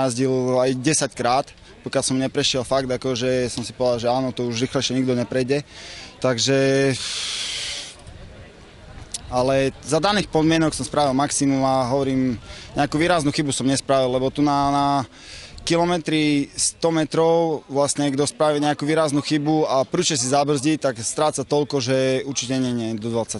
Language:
Slovak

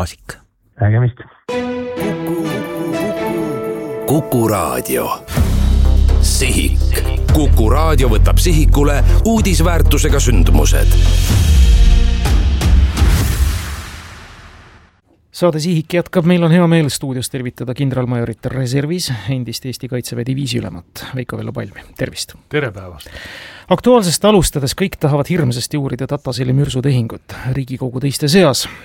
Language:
Estonian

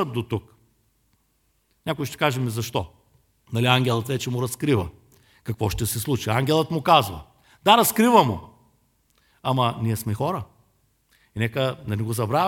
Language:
Bulgarian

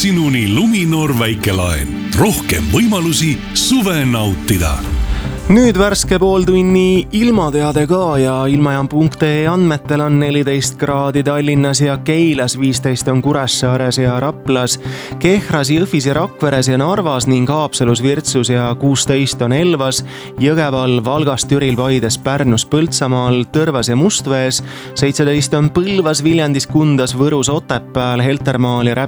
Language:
Estonian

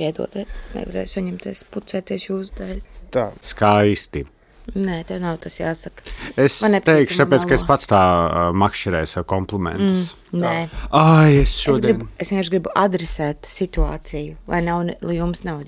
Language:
Latvian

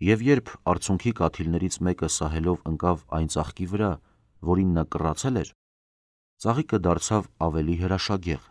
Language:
Armenian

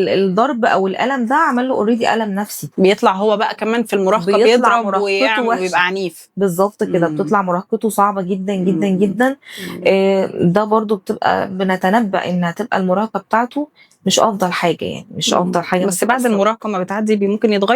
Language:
Egyptian Arabic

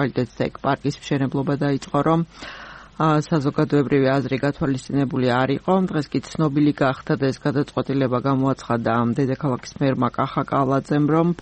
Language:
Georgian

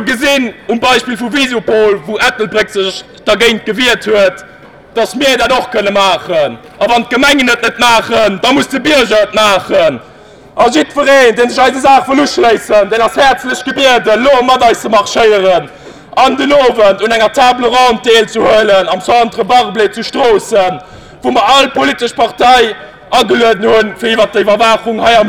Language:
Luxembourgish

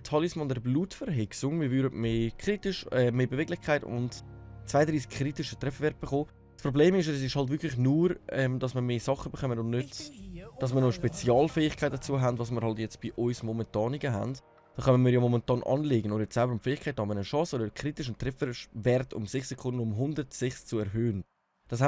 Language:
Swiss German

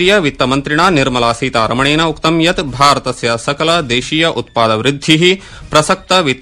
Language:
Sanskrit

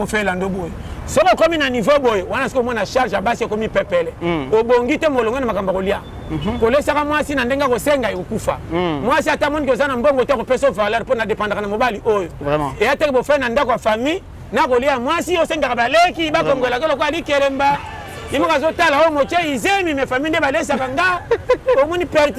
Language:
Lingala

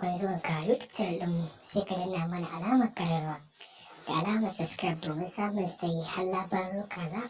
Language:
Hausa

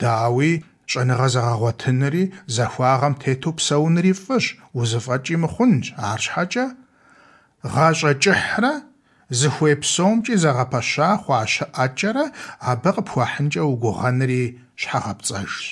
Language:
Kabardian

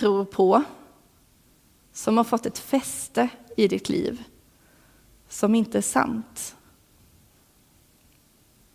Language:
Swedish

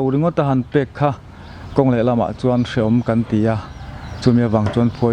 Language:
Mizo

